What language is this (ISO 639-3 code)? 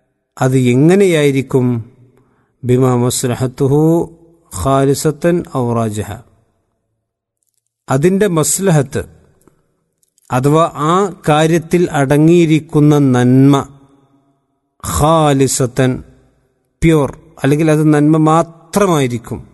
mal